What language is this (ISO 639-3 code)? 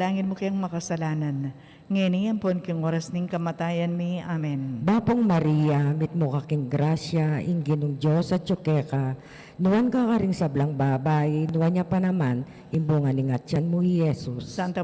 pam